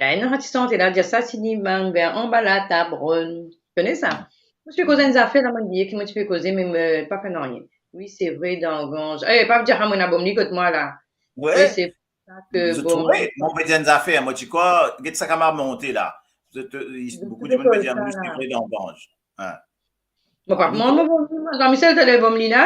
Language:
Morisyen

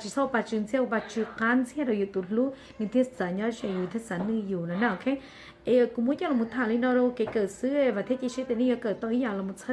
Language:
Hmong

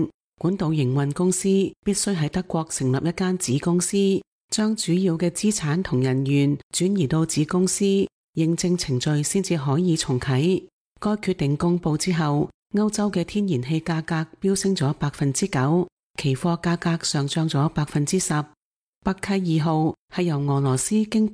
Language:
Cantonese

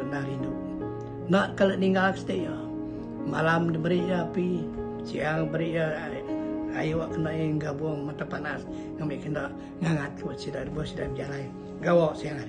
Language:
Iban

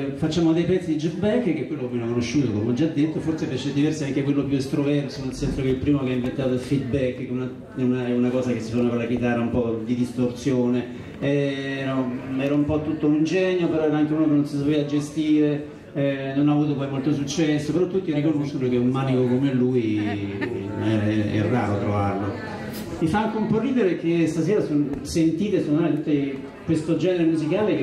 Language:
Italian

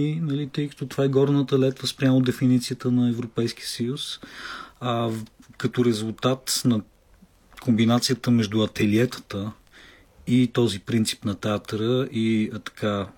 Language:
Bulgarian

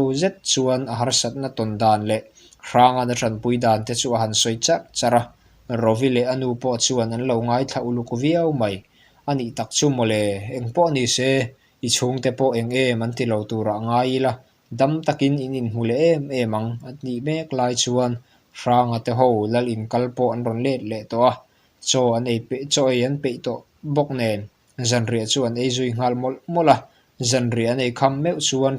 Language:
Mizo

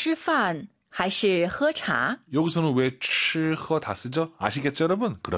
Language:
Korean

